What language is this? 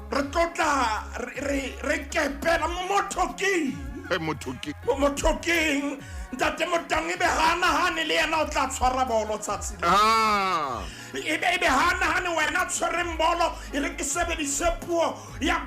Southern Sotho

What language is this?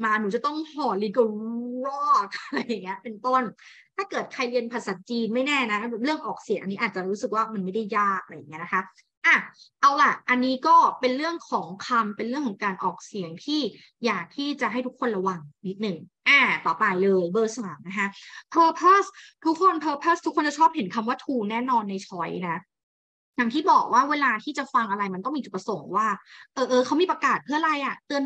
Thai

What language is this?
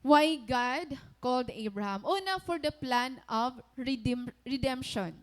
Waray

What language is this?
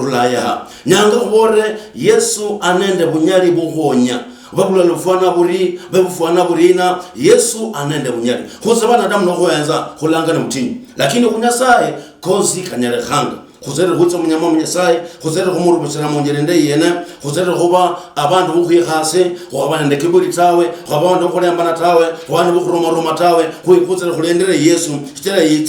Luyia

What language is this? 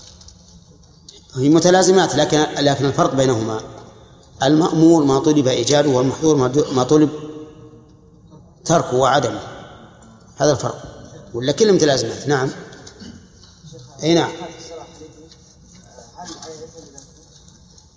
Arabic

